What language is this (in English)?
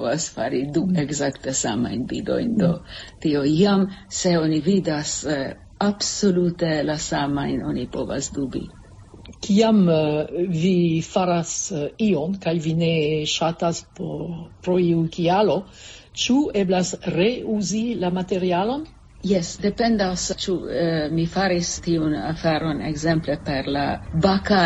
Esperanto